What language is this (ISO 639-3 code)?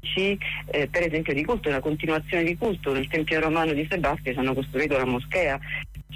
ita